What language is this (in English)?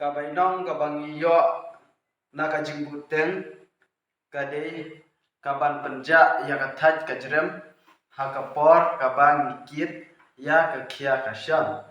Khasi